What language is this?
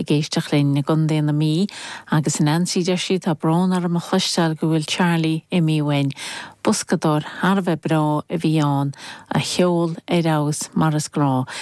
Irish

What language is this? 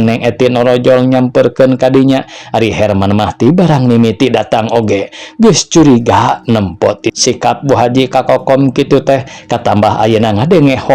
Sundanese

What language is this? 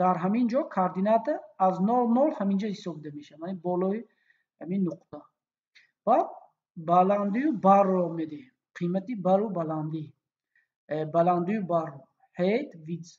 Tajik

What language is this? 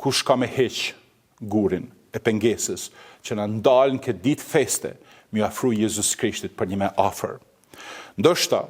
Albanian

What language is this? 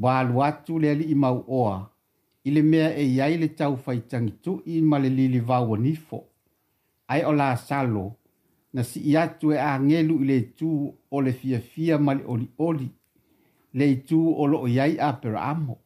Samoan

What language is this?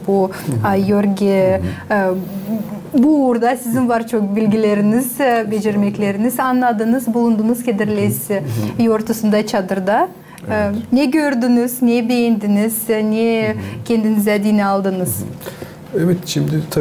Gagauz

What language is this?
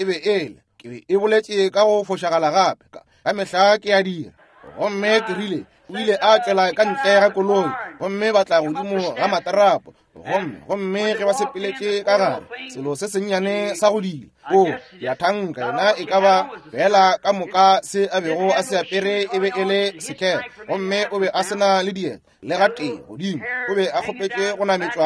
Northern Sotho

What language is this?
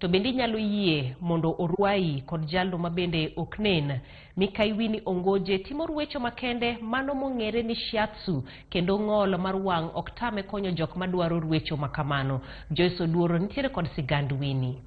Luo (Kenya and Tanzania)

